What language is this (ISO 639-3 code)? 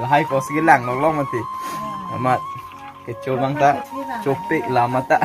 mjw